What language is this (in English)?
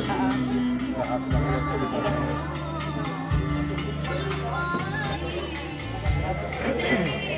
Indonesian